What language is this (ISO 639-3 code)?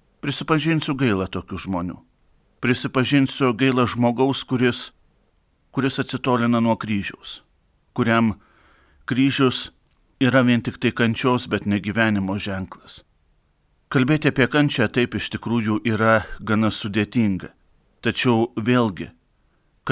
lit